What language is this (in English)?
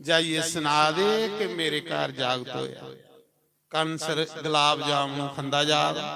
Dogri